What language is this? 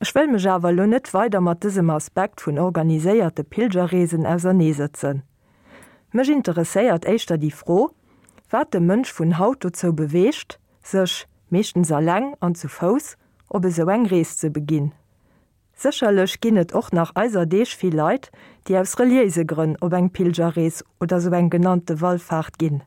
Luxembourgish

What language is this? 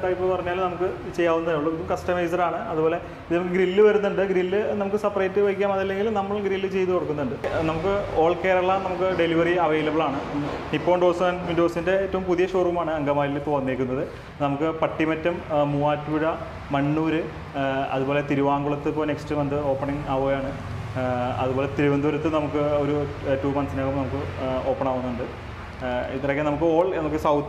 Malayalam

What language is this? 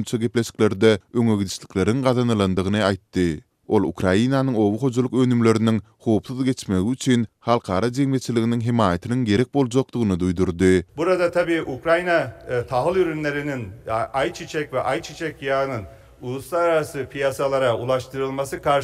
Turkmen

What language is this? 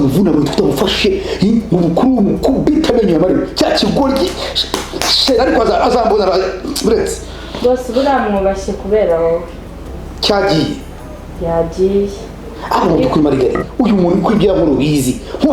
Kinyarwanda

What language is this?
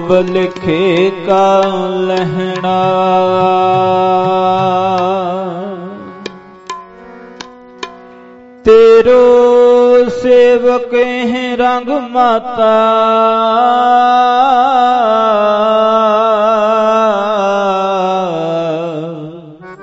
Punjabi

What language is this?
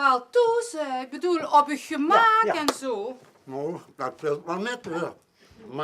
Limburgish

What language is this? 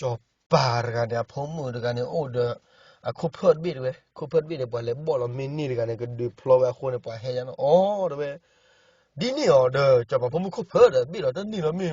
S'gaw Karen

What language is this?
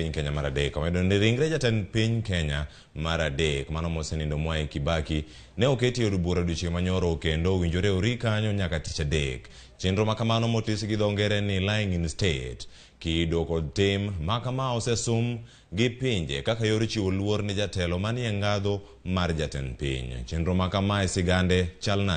Luo (Kenya and Tanzania)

